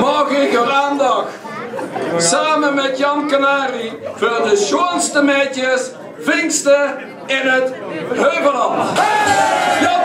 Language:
Limburgish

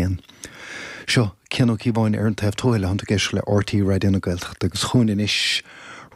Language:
Irish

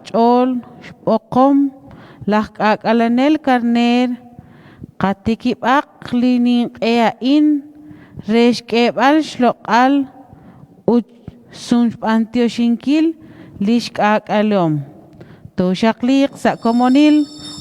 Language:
Kekchí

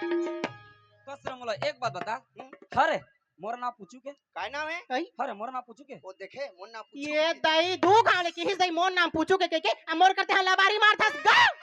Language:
Chhattisgarhi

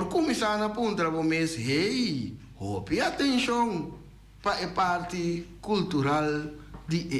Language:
Papiamento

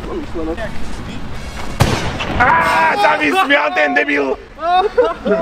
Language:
Slovak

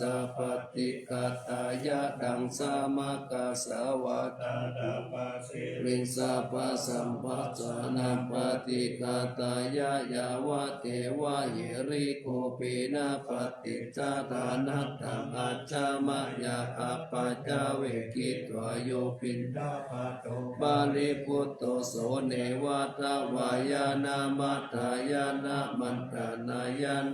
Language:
Pali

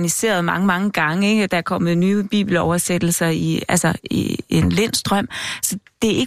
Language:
Danish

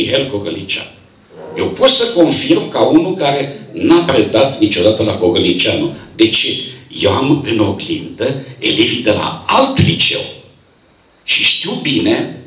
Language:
Romanian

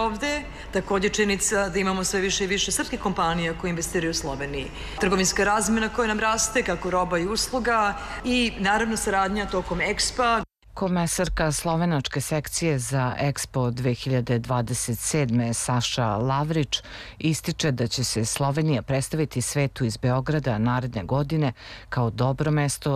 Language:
Serbian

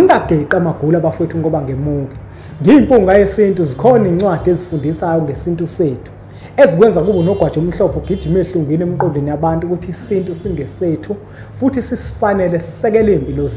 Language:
Zulu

